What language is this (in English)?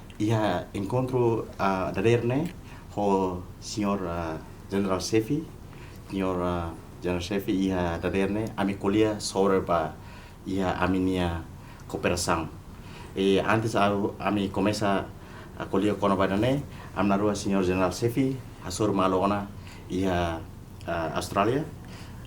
Tetum